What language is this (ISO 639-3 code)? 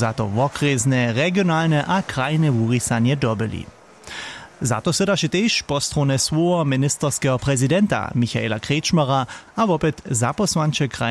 hsb